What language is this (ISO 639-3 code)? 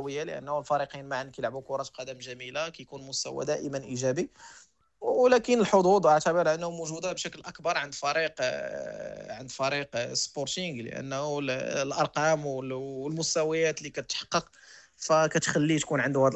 ary